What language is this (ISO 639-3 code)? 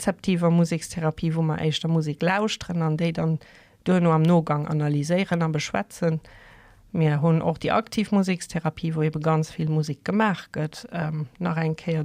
ltz